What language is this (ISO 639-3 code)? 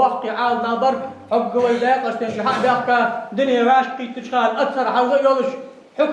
inh